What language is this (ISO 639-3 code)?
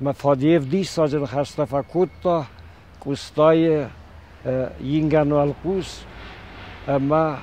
oss